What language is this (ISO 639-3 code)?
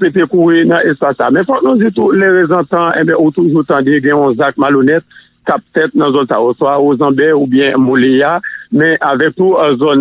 hat